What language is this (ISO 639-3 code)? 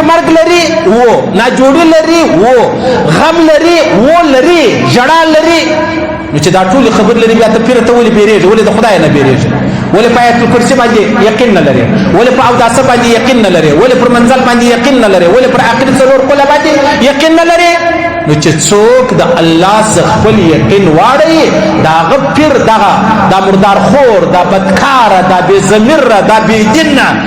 pus